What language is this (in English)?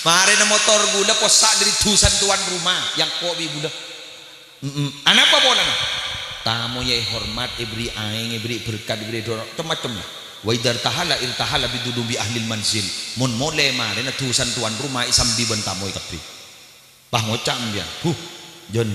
Madurese